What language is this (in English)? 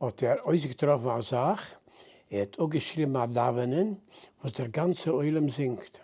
Yiddish